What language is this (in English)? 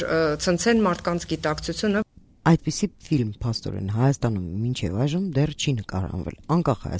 Armenian